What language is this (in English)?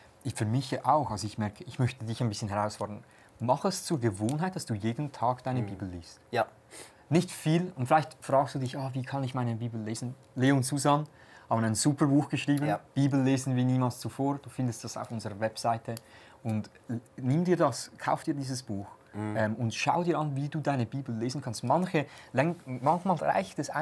Swiss German